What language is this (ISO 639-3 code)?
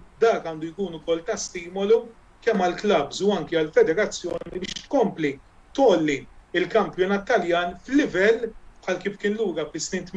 mlt